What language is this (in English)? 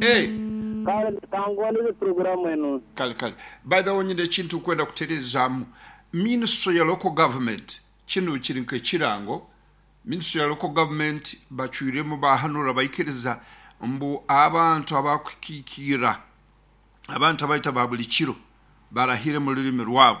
Nyoro